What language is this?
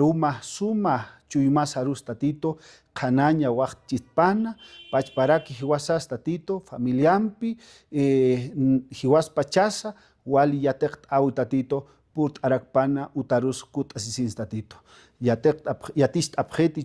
Aymara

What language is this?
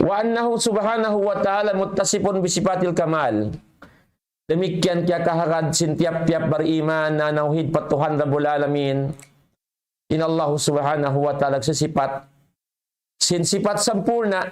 Tausug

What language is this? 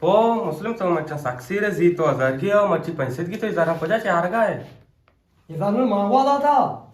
Eastern Balochi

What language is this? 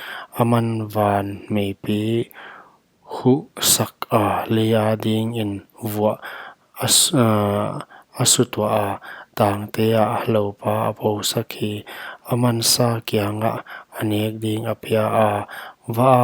Paite Chin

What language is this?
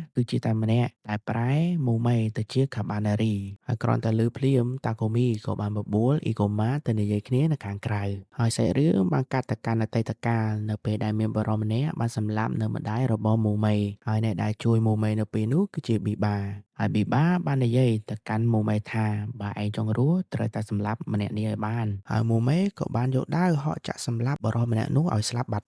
Khmer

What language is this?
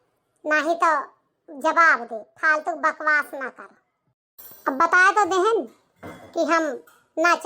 Awadhi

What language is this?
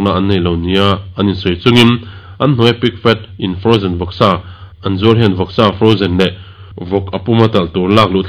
Mizo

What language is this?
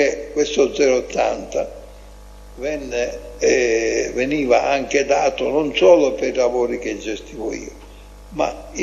Italian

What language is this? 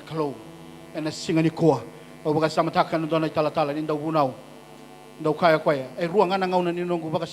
Fijian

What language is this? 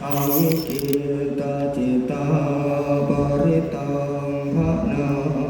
Pali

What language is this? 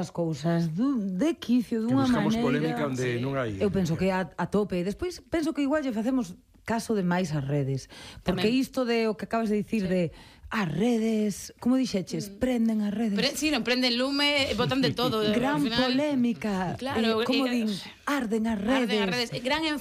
Galician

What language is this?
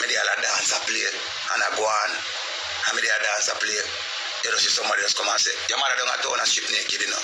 Jamaican Creole English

